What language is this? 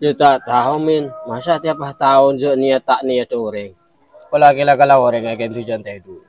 Madurese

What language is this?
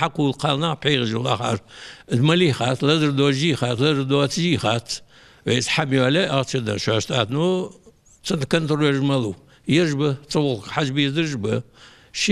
Ingush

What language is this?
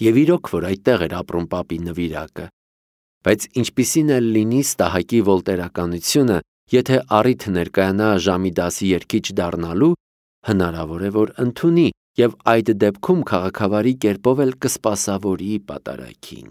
Armenian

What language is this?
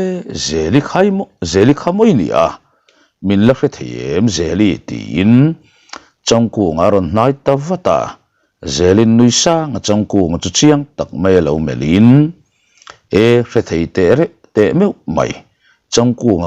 Mizo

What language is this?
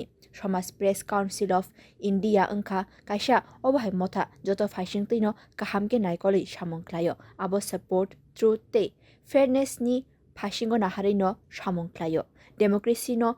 Kok Borok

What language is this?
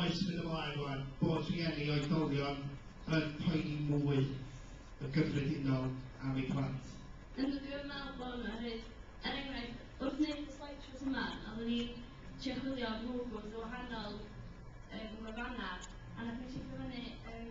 Welsh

